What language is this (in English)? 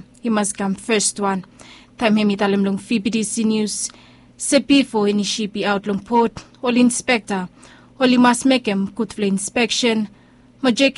Bislama